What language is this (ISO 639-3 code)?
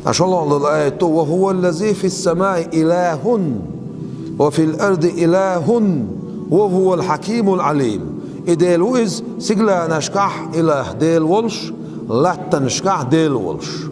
che